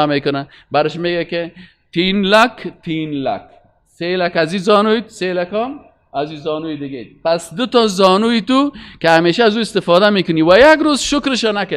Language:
Persian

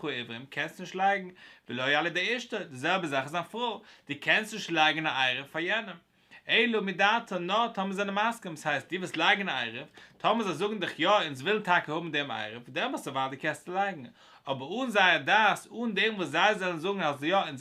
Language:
Yiddish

